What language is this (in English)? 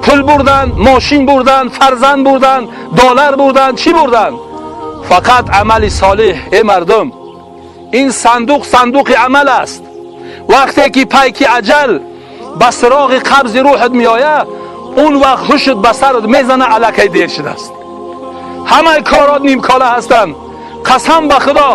Tajik